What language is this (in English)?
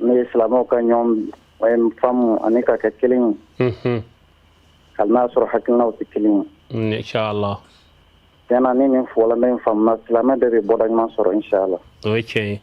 Bambara